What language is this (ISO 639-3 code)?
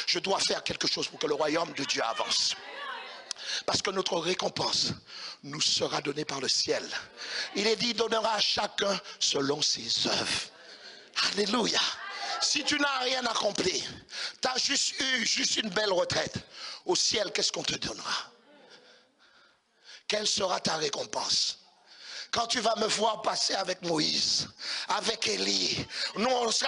fra